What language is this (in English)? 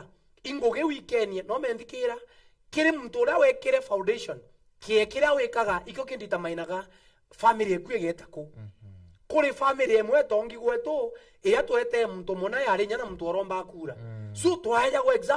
Meru